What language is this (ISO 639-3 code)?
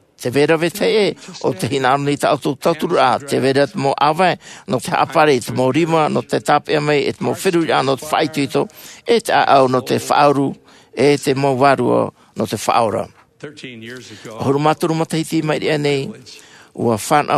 tah